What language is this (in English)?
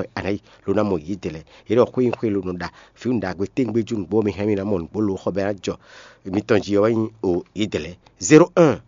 Fon